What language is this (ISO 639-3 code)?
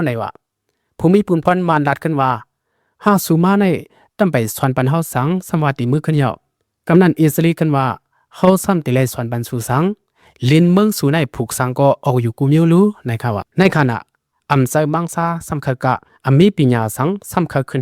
lao